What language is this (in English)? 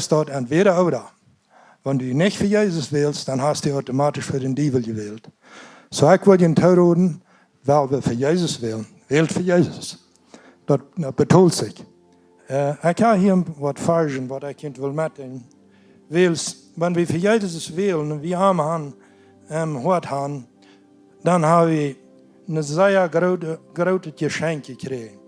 Plautdietsch